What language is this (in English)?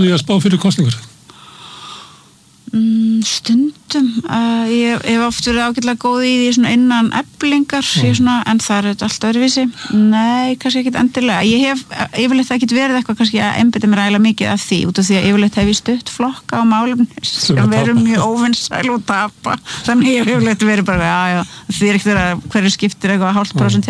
Icelandic